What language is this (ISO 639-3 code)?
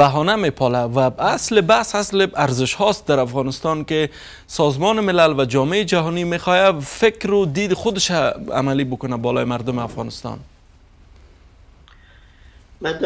fas